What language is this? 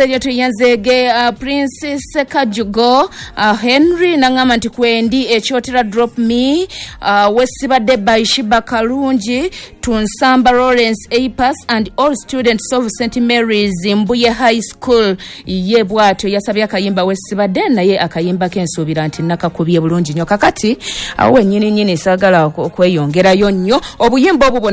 Ganda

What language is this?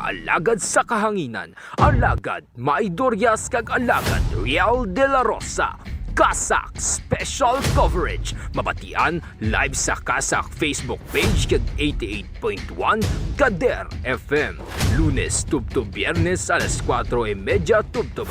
Hiligaynon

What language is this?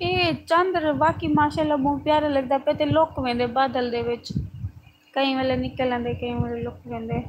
Saraiki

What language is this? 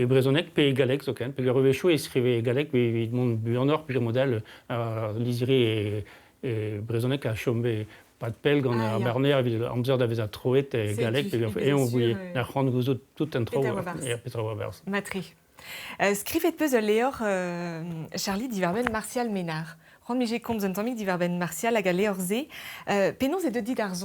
Breton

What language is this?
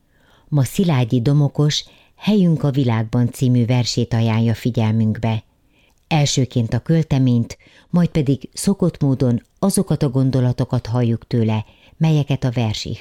Hungarian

